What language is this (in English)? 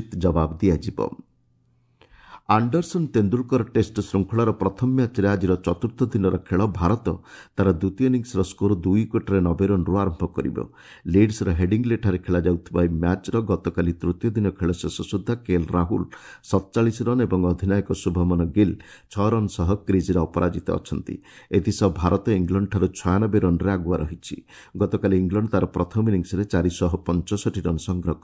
Odia